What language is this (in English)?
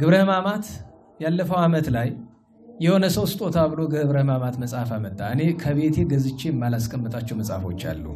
Amharic